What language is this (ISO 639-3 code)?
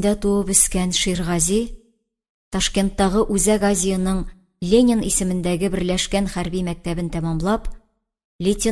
tat